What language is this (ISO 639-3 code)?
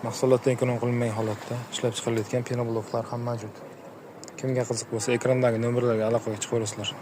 uzb